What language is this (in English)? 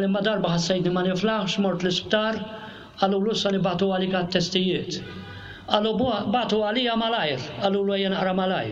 Maltese